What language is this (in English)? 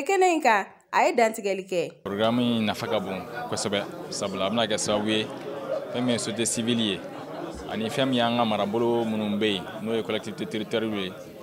Bambara